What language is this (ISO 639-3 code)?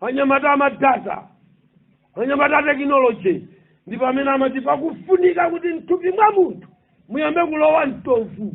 nya